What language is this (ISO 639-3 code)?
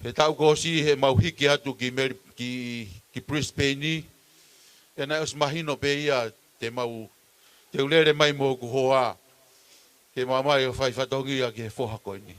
ton